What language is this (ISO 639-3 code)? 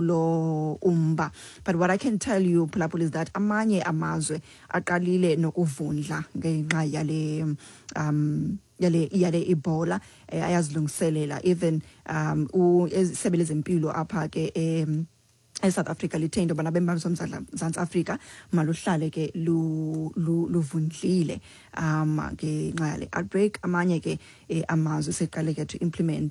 xho